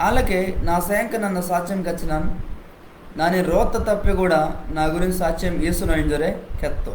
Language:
Koya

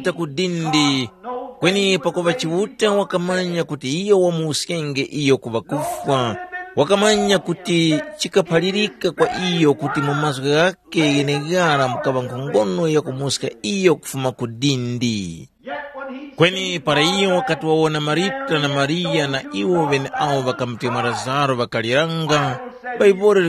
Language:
Tumbuka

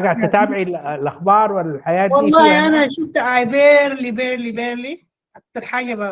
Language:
Sudanese Arabic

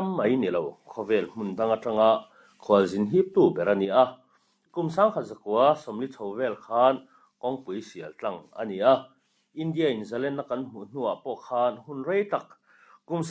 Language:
Mizo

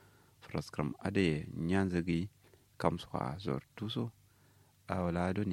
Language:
Kanuri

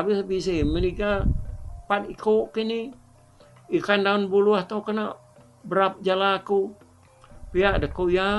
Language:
Iban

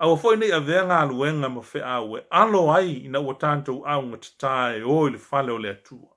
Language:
Samoan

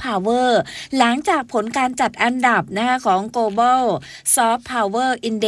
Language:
Thai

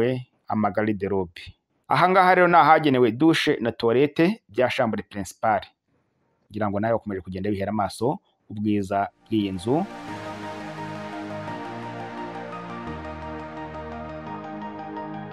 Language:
Kinyarwanda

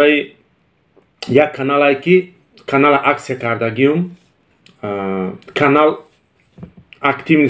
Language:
Tajik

